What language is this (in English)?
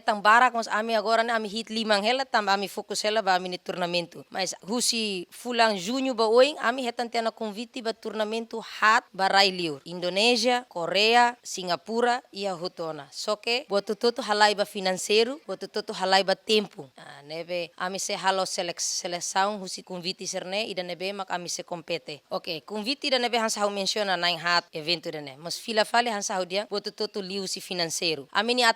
Tetum